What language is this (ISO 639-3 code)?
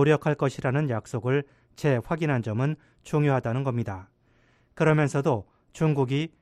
kor